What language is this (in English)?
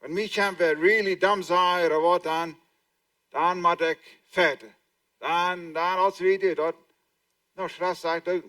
Plautdietsch